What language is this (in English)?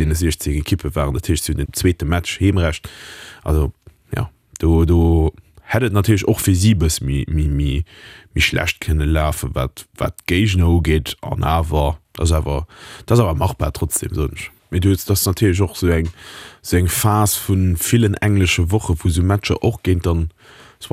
Luxembourgish